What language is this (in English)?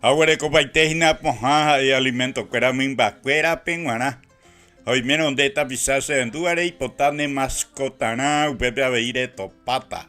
Guarani